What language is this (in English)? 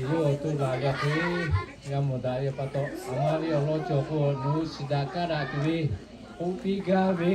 Lahu